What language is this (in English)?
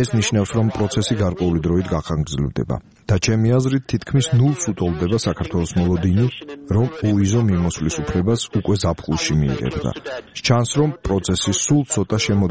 Georgian